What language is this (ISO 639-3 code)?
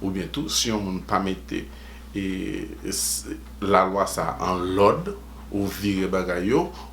hat